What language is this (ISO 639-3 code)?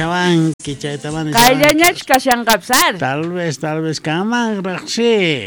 quh